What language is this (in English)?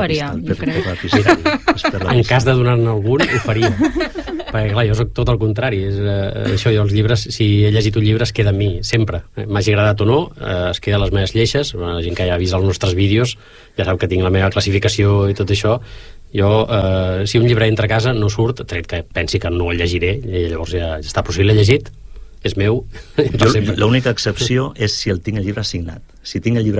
Catalan